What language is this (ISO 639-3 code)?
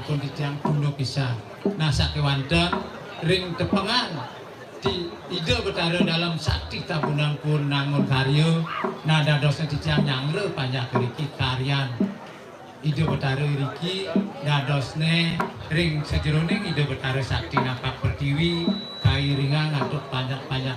ban